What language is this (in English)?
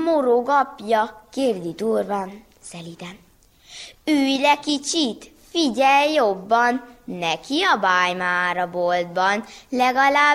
Hungarian